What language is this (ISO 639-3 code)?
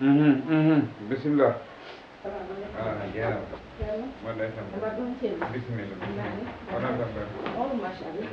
ful